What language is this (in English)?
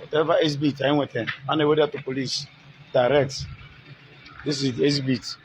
Igbo